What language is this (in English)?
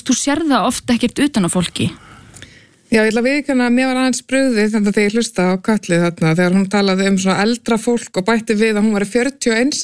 Icelandic